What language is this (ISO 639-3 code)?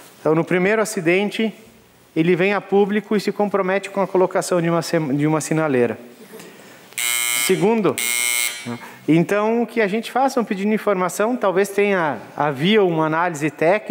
por